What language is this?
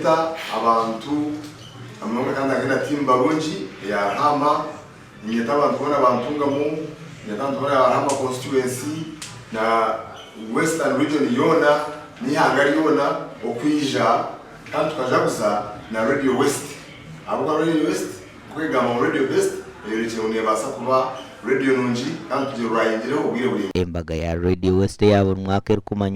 Nyankole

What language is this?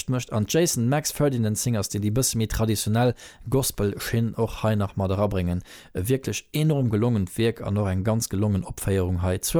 Luxembourgish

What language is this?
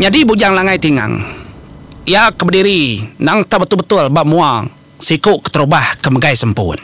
Iban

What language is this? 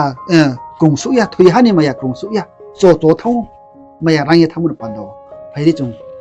Riang (India)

